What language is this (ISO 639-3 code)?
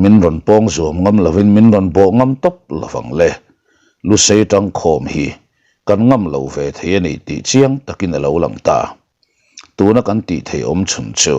lus